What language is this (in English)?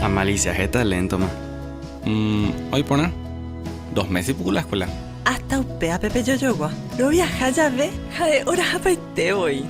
Guarani